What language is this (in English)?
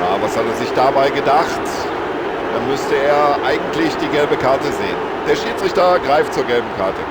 Bavarian